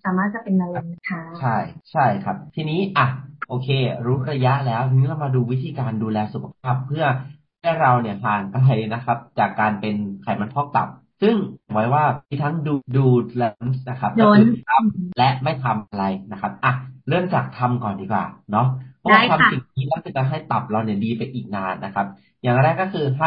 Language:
Thai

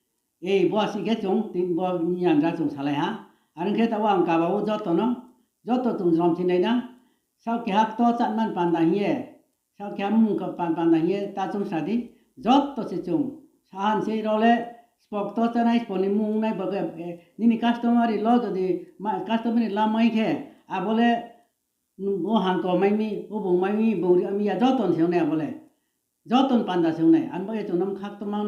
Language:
Riang (India)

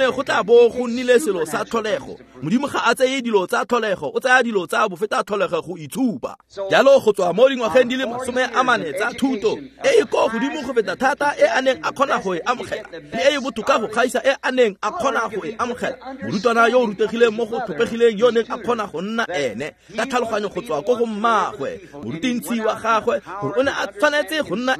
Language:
Tswana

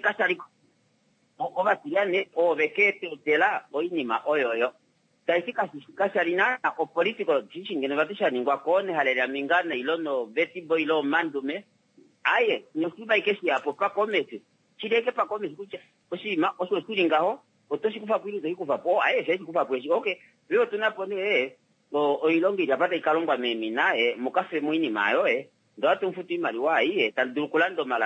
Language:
Kuanyama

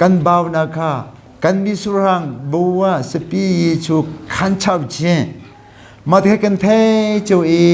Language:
Hakha Chin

